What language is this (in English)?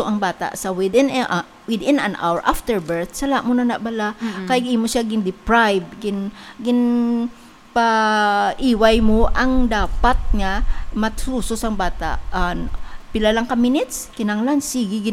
Hiligaynon